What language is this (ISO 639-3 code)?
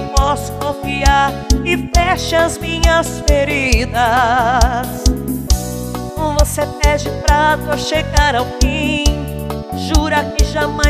por